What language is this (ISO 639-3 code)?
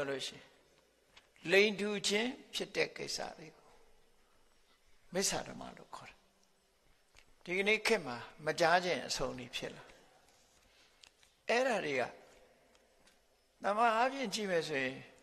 mya